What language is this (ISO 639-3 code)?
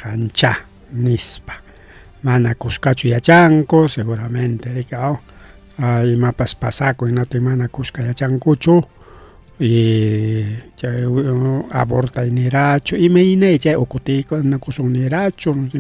quy